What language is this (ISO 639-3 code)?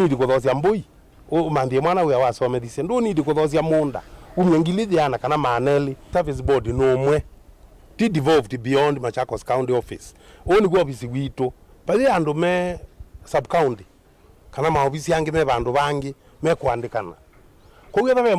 kam